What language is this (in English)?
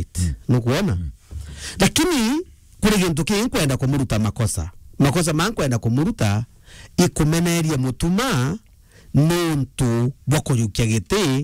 Meru